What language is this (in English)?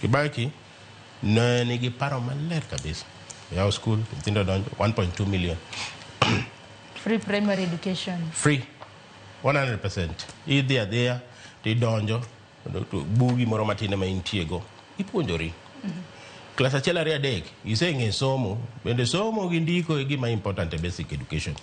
Luo (Kenya and Tanzania)